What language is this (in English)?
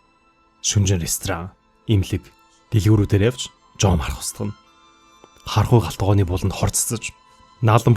Mongolian